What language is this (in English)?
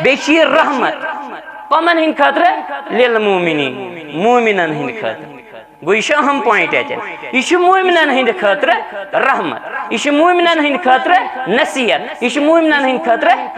Kashmiri